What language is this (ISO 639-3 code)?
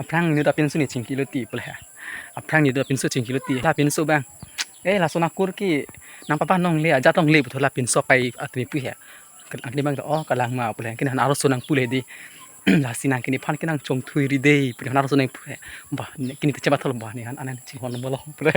mjw